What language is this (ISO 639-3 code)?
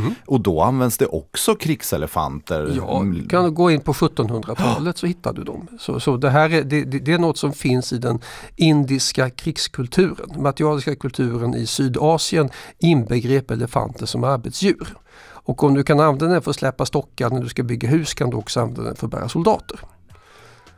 swe